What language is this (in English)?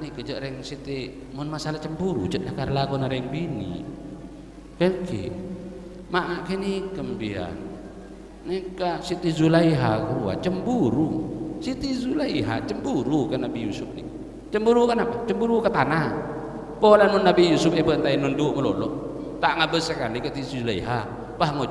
Madurese